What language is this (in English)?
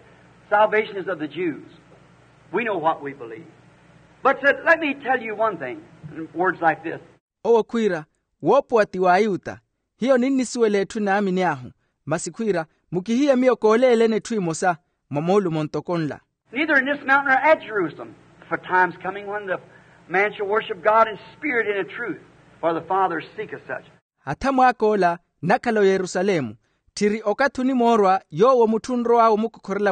Makhuwa